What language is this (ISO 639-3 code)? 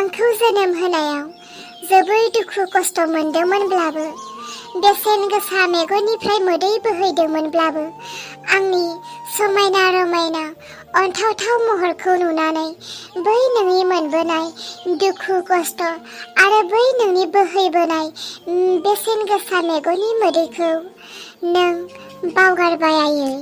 brx